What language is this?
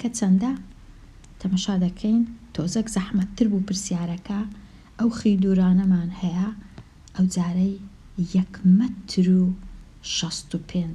Central Kurdish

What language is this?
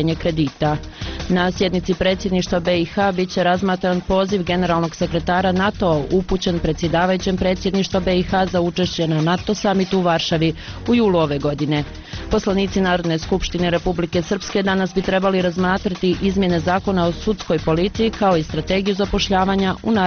Bosnian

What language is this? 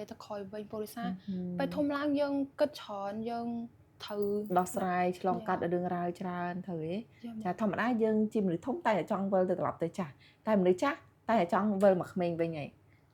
Khmer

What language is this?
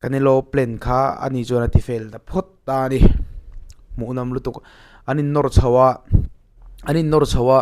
Mizo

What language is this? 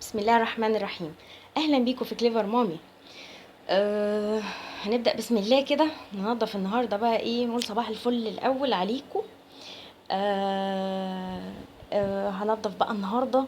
Egyptian Arabic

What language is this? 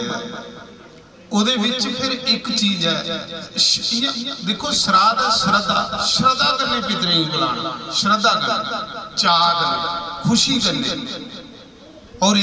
Dogri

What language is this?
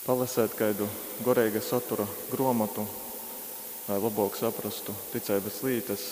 Latgalian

